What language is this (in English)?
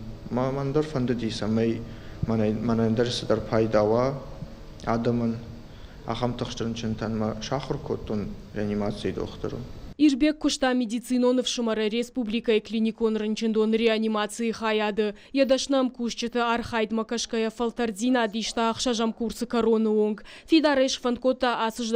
Ossetic